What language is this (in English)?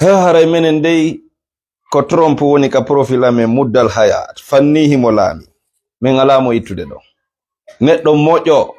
Fula